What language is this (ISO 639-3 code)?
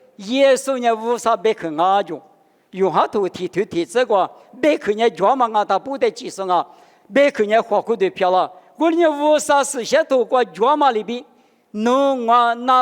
lis